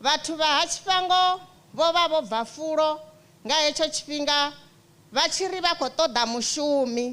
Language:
Venda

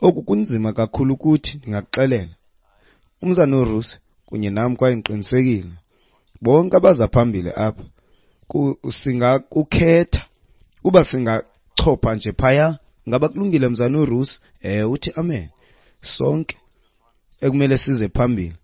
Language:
Xhosa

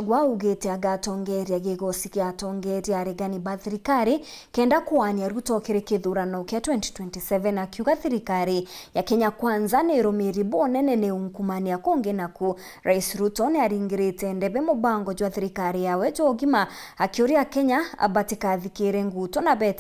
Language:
Meru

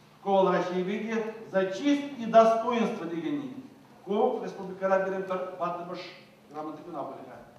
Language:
Chuvash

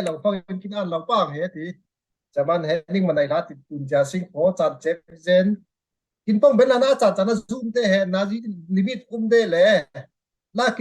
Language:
Falam Chin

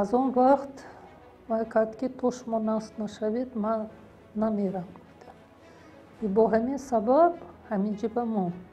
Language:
Tajik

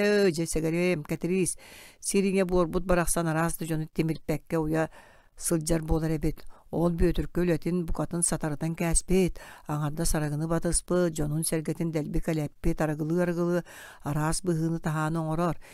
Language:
Yakut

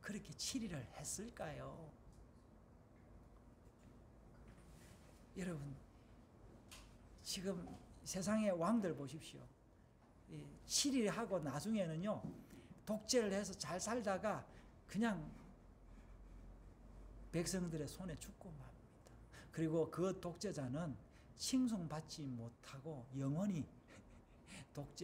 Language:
Korean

